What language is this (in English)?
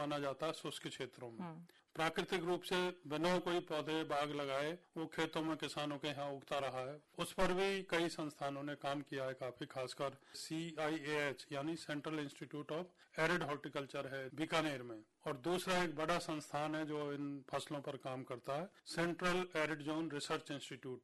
Hindi